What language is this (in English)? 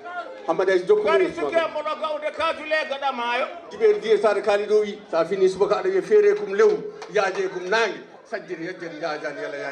Fula